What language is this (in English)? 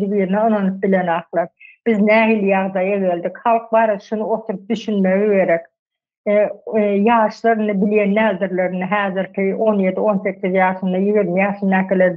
Turkmen